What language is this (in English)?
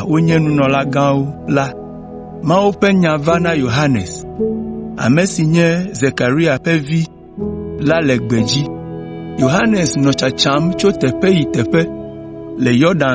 Ewe